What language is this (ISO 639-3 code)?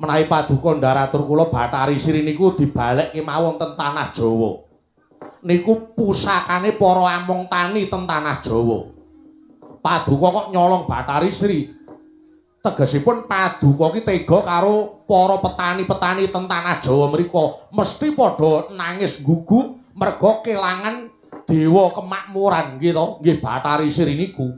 jav